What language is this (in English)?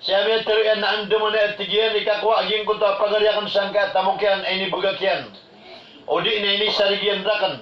Maranao